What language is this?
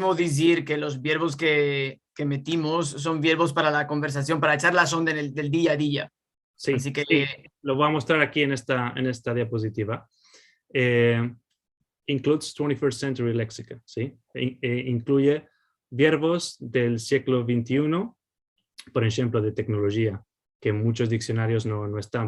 Ladino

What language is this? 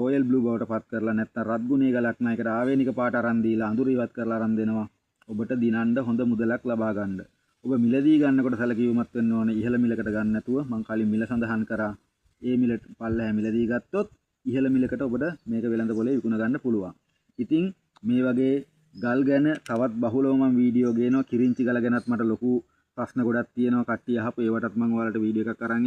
Sinhala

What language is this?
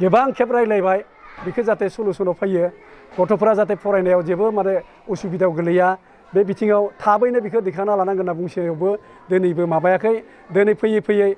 Bodo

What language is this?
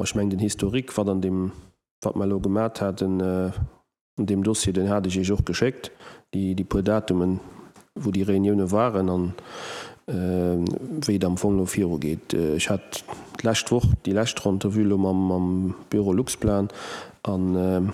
Luxembourgish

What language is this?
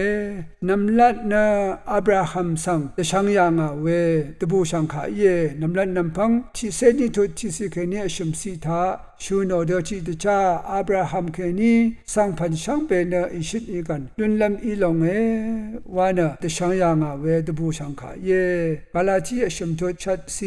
Rawang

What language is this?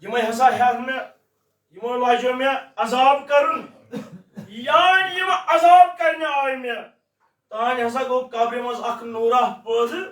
Kashmiri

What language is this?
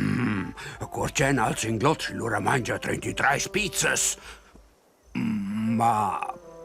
Romansh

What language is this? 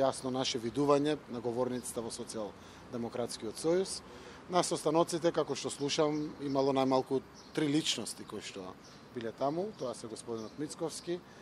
Macedonian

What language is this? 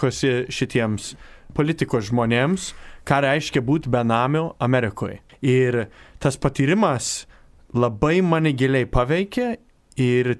Lithuanian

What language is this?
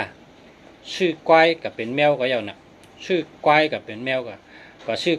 Shan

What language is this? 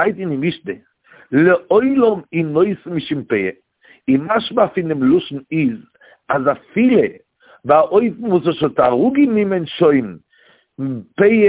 Yiddish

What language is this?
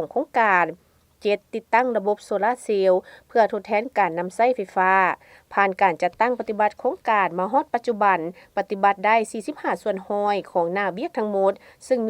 Lao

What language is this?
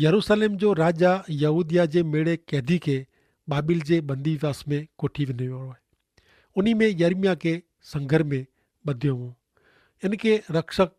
Kachhi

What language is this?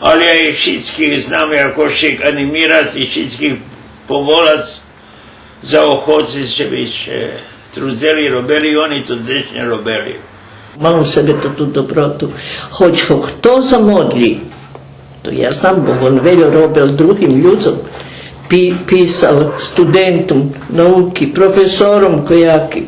Rusyn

